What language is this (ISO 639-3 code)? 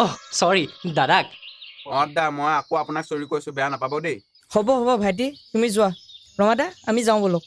asm